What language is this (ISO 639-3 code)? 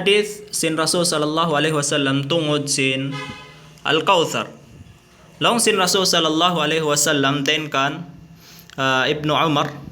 tsg